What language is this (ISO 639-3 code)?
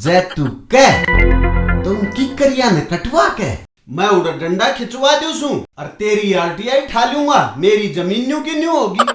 bgc